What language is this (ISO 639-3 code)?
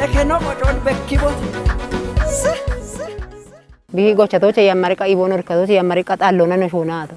kbr